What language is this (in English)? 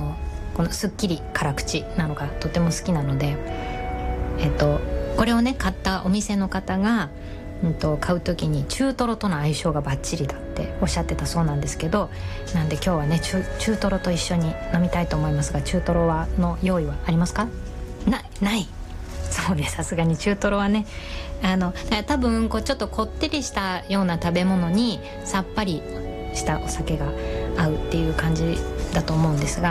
Japanese